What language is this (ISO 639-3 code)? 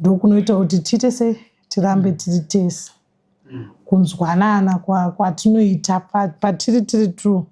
sna